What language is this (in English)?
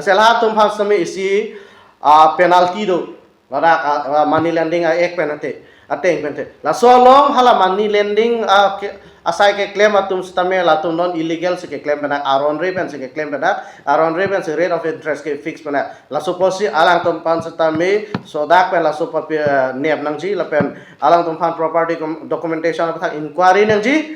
Karbi